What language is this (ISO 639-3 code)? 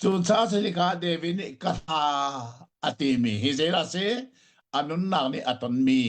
cnh